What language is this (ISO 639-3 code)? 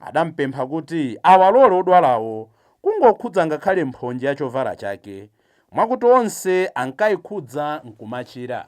nya